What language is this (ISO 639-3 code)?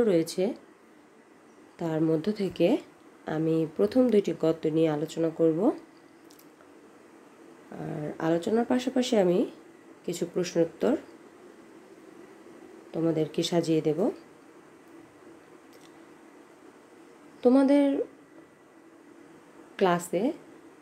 ben